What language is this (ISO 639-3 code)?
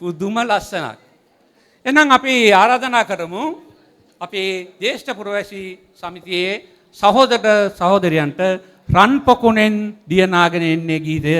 sin